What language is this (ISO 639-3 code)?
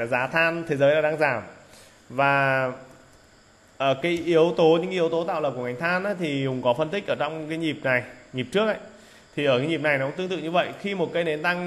vie